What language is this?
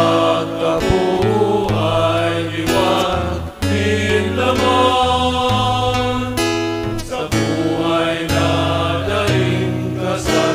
Bikol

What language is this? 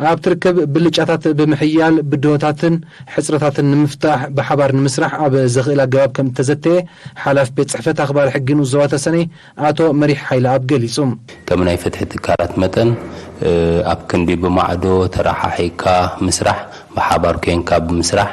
Tigrinya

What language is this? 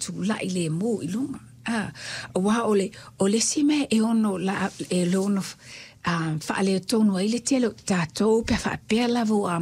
Samoan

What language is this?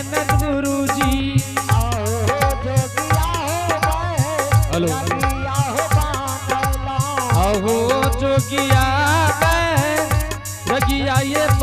Angika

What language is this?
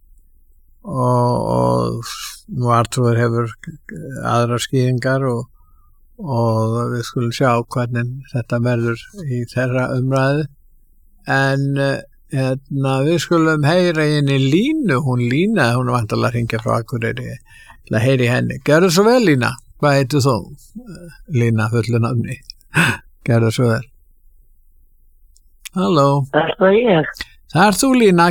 Icelandic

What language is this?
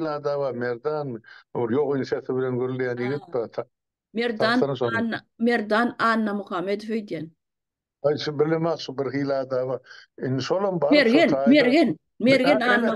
Turkmen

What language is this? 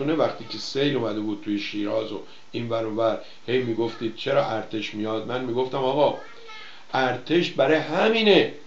Persian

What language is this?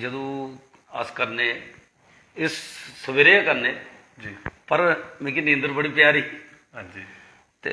Dogri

